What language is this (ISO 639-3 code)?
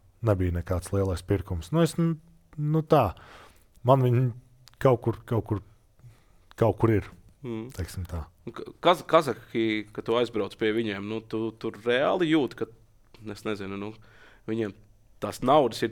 lav